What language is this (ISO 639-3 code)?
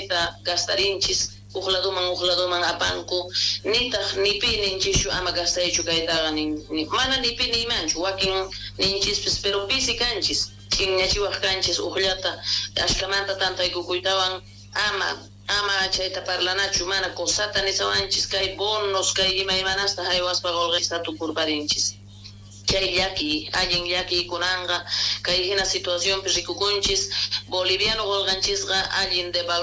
que